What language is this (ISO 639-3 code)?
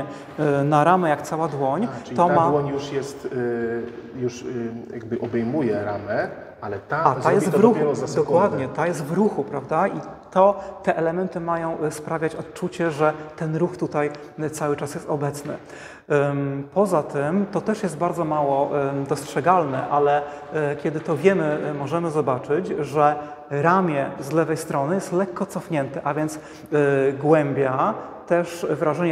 pol